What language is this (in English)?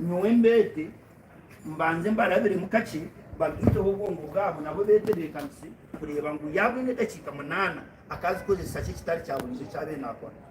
Nyankole